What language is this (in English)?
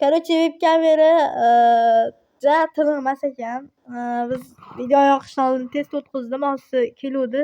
Uzbek